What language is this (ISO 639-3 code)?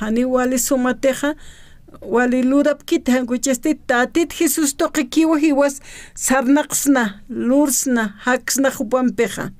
aym